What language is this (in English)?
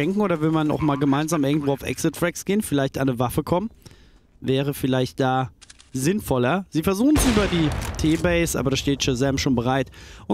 German